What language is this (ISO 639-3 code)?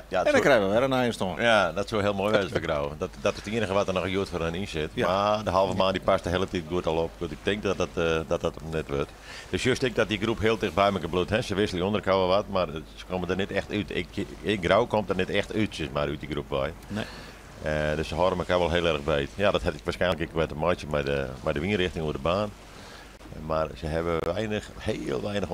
fry